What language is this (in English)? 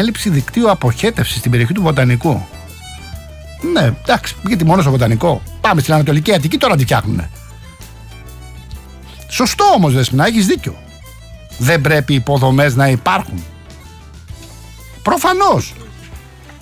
Greek